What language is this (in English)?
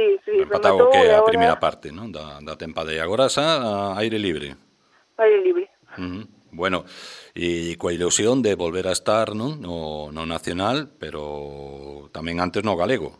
Galician